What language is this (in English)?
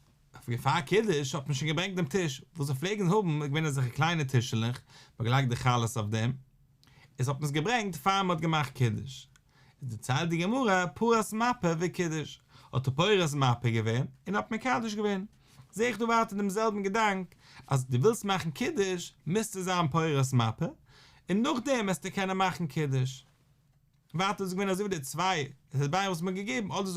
Yiddish